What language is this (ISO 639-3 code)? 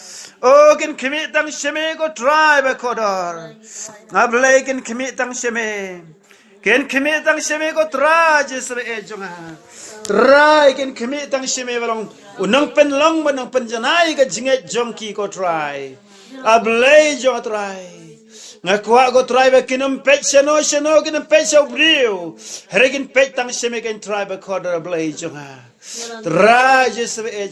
kha